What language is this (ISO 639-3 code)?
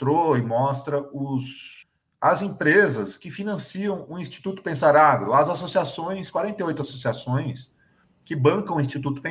por